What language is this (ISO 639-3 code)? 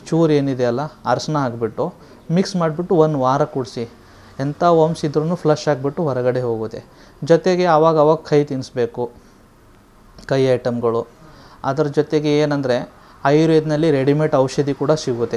kan